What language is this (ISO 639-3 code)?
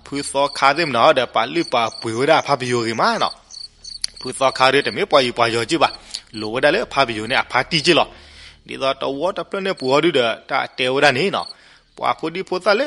ksw